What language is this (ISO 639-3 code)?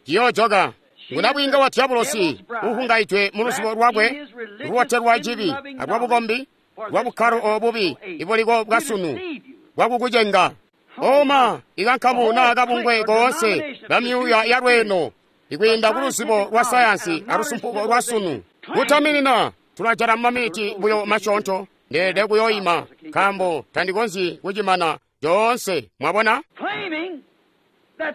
toi